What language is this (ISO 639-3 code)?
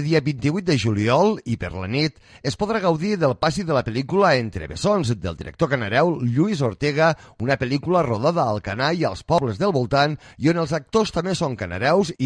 cat